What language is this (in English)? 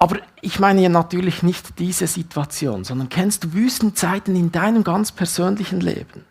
Swiss German